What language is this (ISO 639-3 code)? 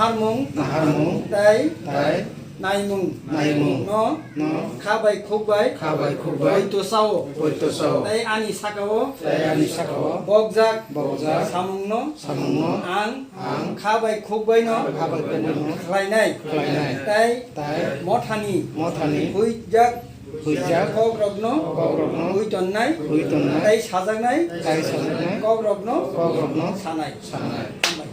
trp